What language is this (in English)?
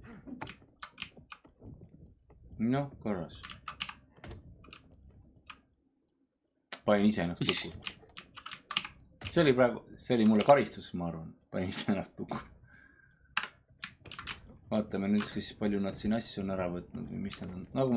Estonian